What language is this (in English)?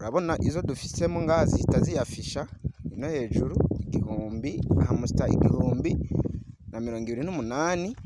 Rundi